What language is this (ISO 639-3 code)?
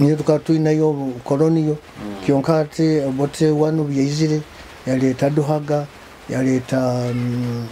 nyo